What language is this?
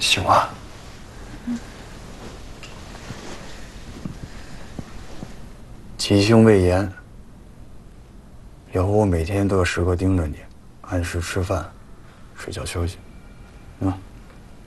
Chinese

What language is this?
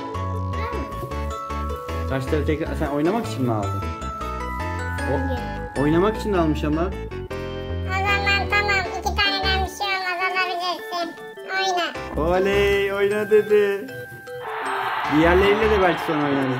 Turkish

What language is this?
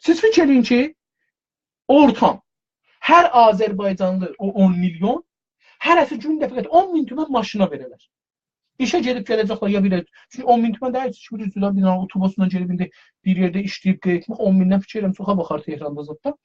South Azerbaijani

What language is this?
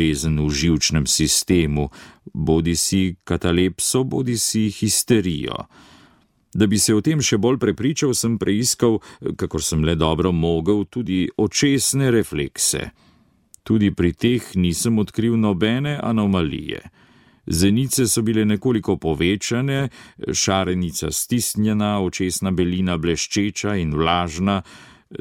Slovenian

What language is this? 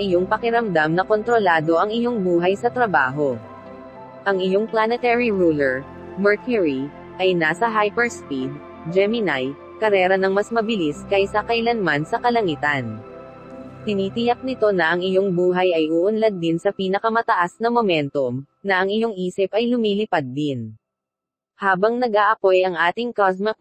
Filipino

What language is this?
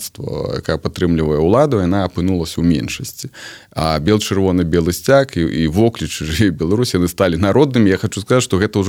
Belarusian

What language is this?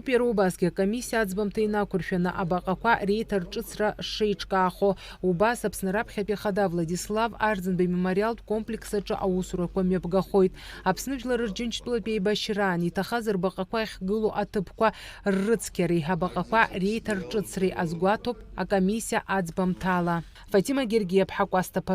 Abkhazian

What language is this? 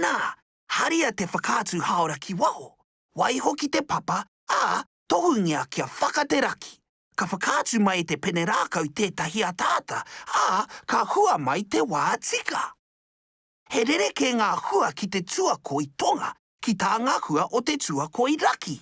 Māori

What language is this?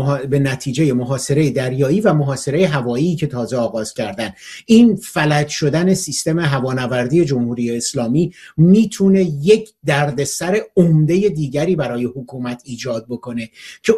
Persian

